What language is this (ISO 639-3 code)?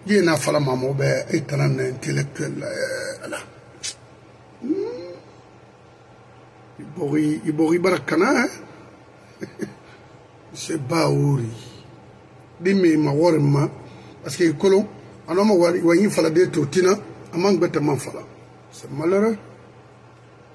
fra